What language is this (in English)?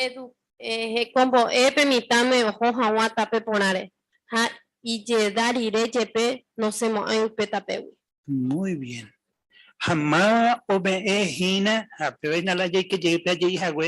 Guarani